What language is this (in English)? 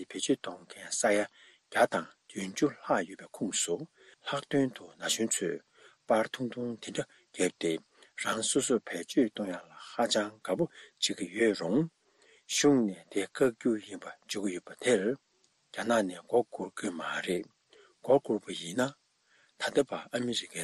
Tibetan